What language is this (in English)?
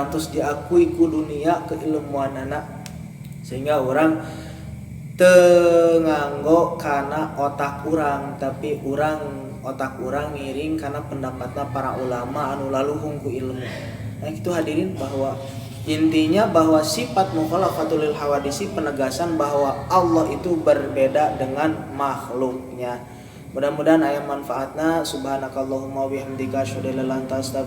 Sundanese